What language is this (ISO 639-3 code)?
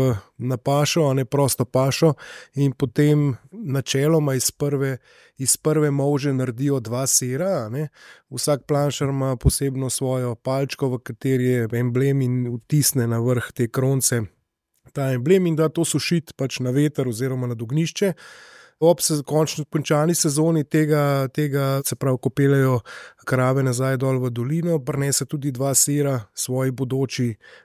slv